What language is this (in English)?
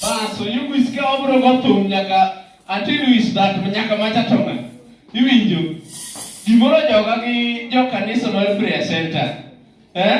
Luo (Kenya and Tanzania)